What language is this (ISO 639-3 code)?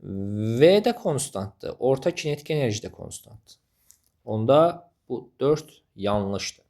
aze